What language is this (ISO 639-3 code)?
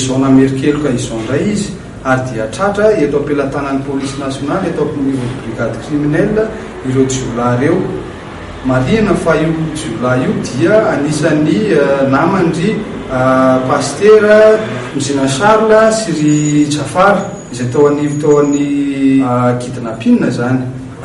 mlg